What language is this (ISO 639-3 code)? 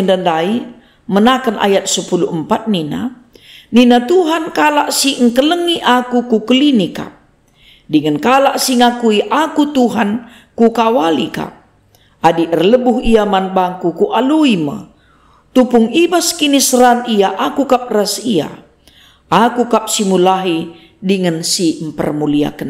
btx